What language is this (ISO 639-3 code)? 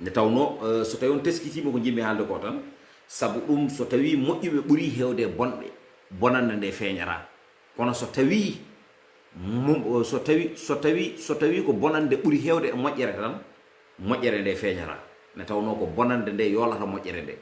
ful